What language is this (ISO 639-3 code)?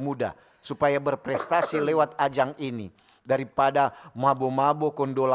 xmm